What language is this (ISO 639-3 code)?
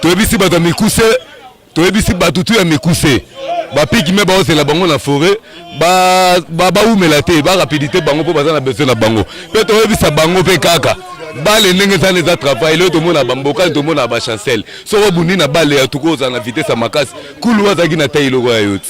lin